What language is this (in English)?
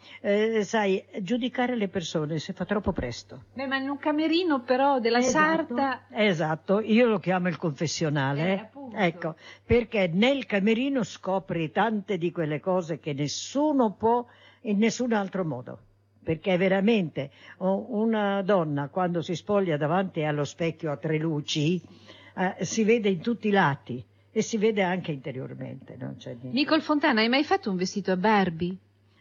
Italian